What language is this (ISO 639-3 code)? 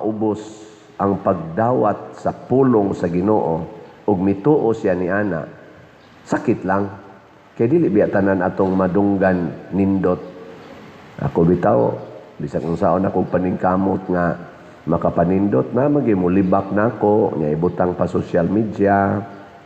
ceb